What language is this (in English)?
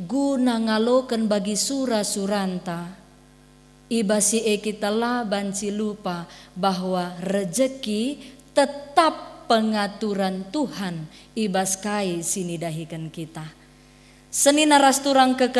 Batak Karo